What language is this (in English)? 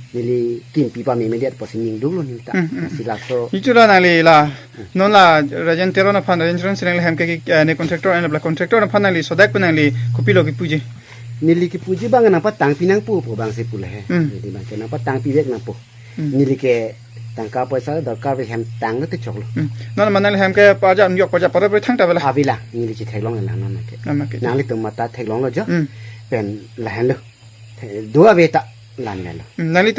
Karbi